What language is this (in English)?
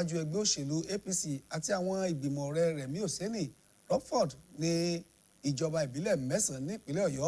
Yoruba